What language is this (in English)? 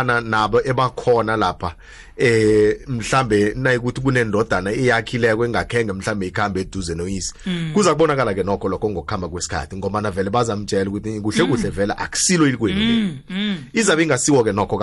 South Ndebele